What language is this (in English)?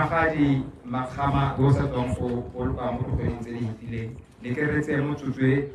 Tswana